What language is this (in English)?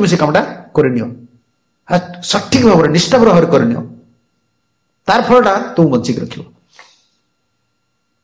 Odia